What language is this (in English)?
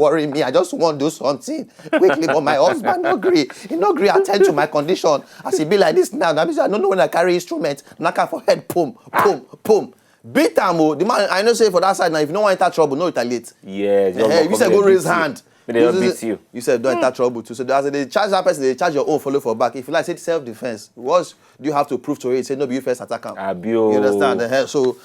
Nigerian Pidgin